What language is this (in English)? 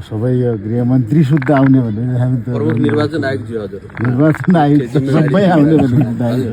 Nepali